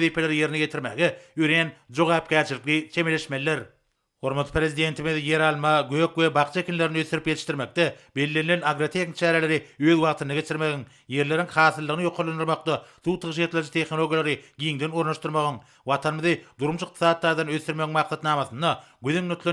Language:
Turkmen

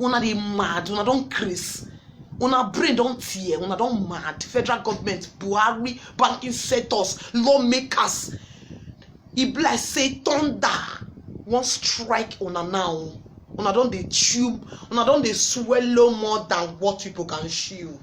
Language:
Nigerian Pidgin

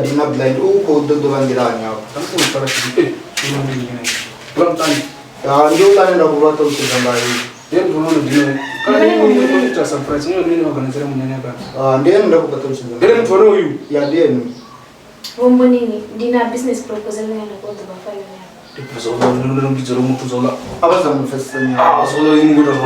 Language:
Venda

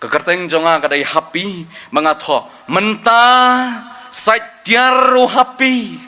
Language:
Khasi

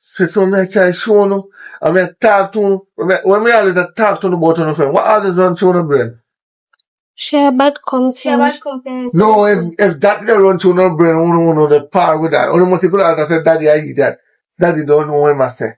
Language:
Jamaican Creole English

